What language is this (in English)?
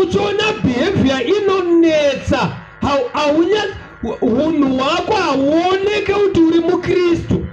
Shona